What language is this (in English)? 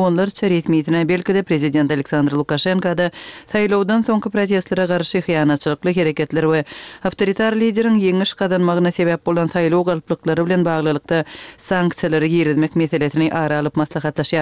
Kyrgyz